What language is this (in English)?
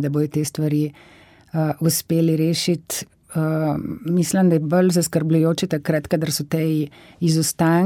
Slovenian